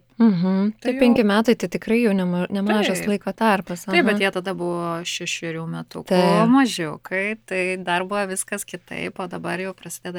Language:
Lithuanian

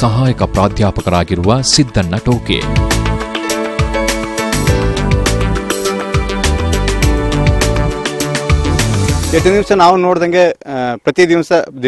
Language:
Kannada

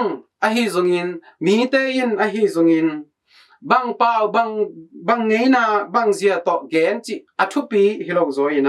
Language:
Tedim Chin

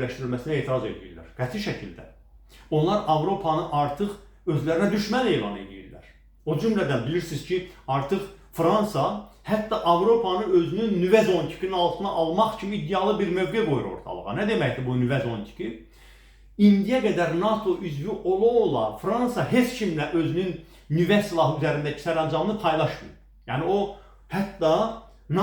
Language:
Azerbaijani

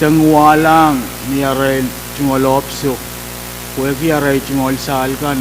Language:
Pohnpeian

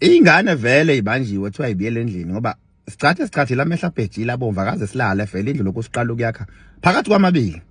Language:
Zulu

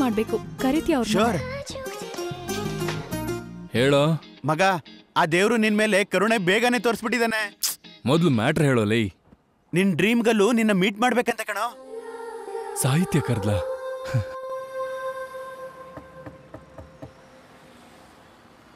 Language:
Kannada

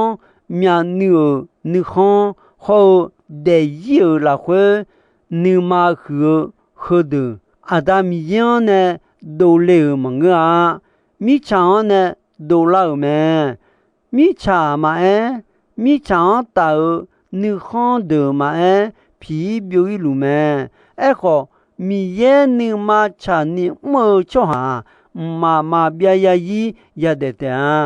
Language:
Akha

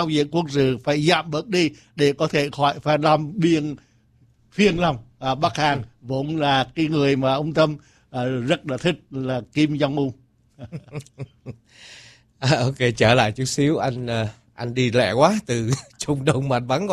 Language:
Vietnamese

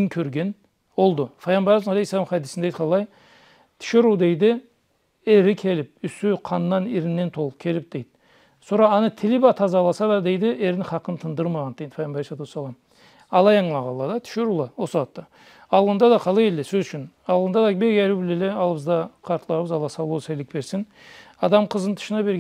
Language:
Karachay-Balkar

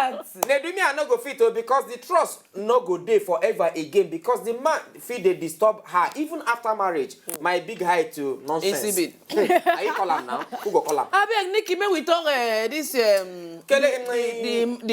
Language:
Nigerian Pidgin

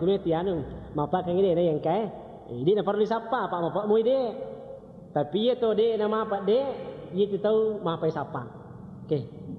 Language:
Buginese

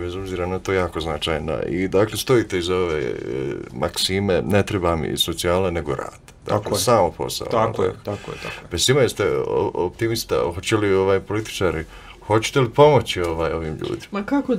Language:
Bosnian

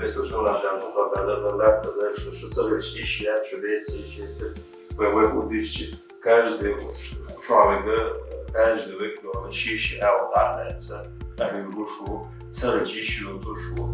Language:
Chechen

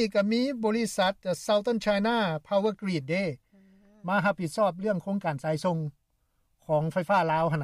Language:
Lao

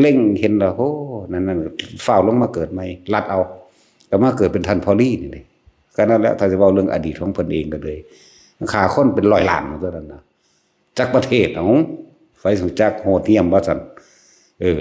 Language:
Northeastern Thai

